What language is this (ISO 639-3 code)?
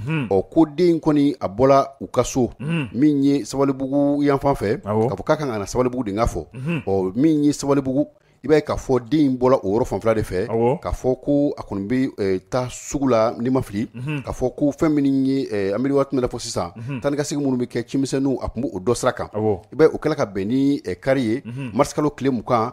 bam